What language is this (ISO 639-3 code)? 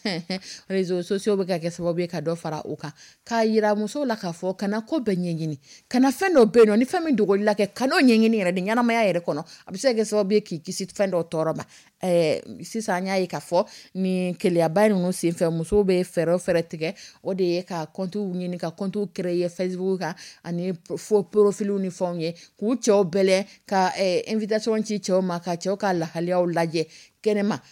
dyu